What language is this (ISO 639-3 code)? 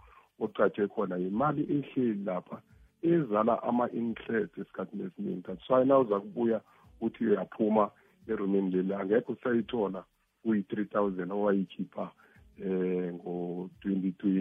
nbl